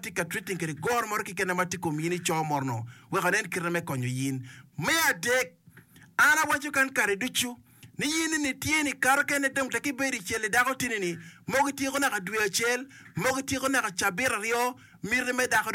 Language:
Acoli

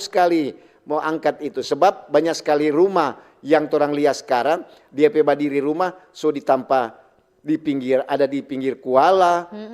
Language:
Manado Malay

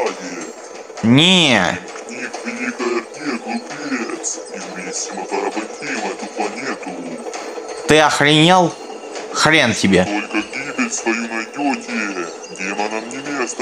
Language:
Russian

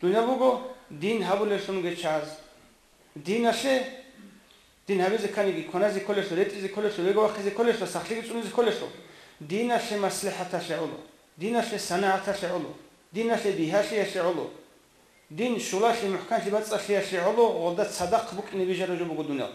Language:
Avaric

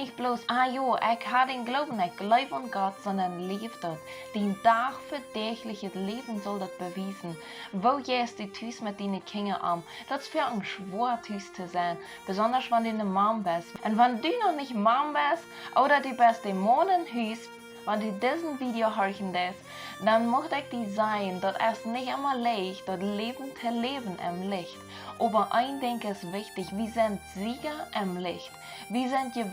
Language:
Plautdietsch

